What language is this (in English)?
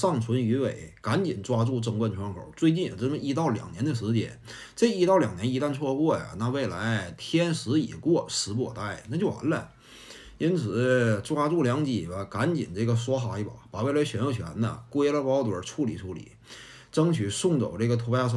Chinese